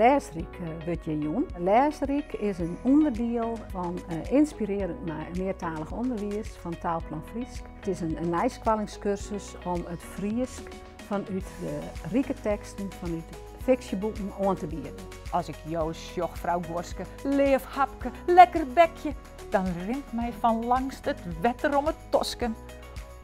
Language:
Western Frisian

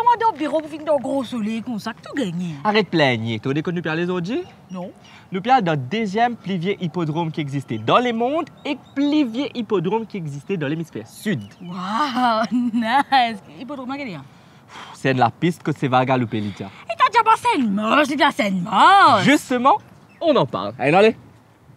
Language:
Morisyen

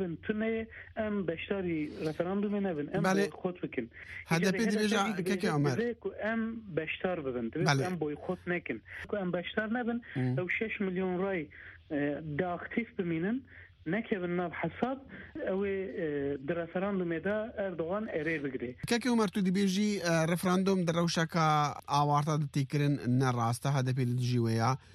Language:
Kurdish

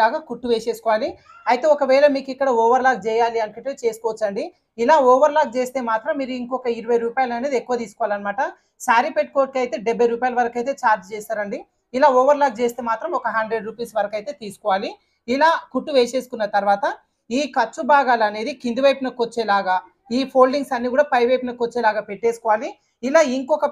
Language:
Telugu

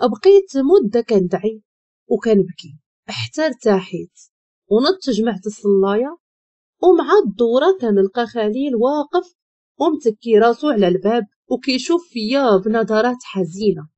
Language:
Moroccan Arabic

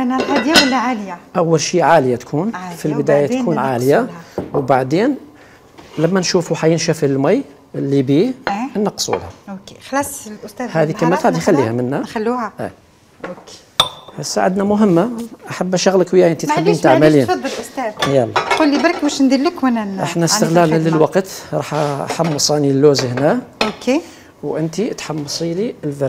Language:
Algerian Arabic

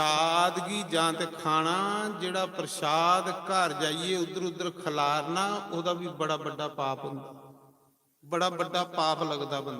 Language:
Dogri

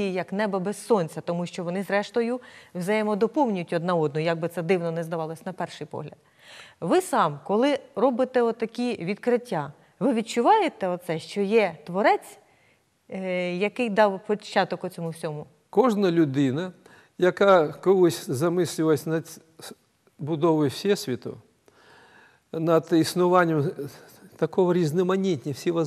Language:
Ukrainian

